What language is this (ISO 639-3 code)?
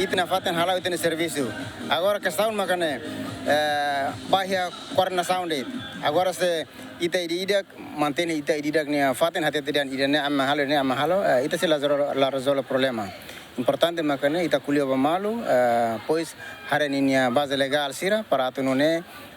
tet